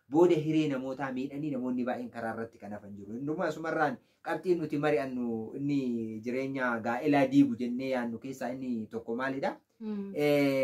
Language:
Oromo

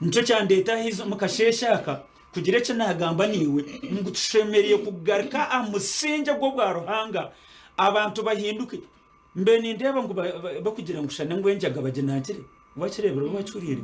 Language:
Nyankole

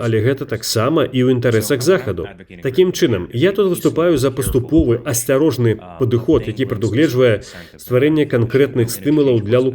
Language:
Belarusian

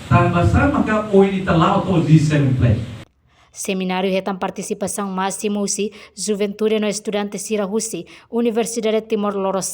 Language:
Tetum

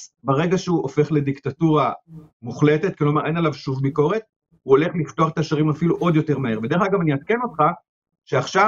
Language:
Hebrew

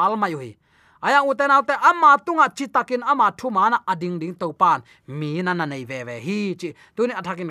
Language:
Tedim Chin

